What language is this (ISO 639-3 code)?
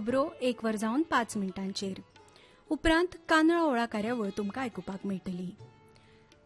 kok